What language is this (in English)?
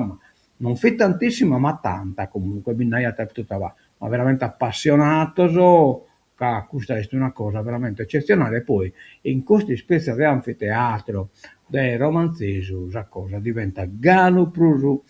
Sardinian